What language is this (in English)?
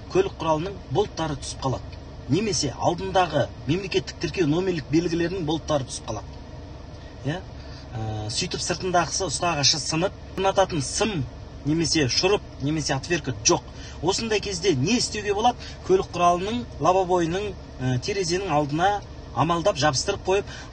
Kazakh